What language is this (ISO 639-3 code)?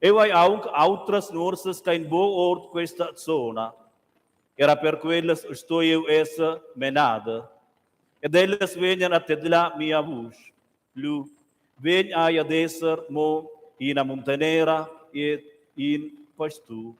roh